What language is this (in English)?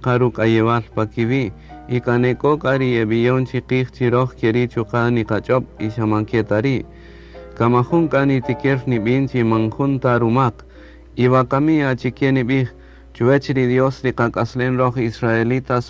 Kaqchikel